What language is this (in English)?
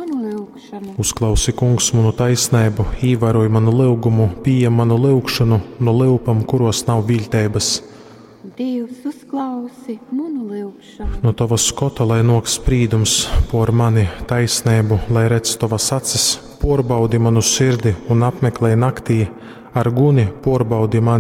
Latgalian